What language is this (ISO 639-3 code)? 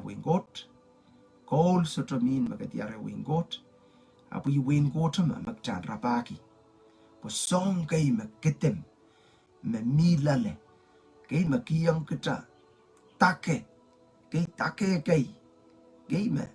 pon